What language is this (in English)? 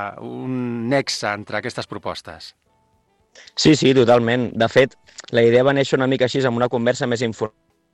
Catalan